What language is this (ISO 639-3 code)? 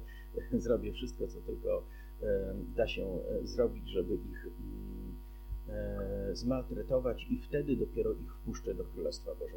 pol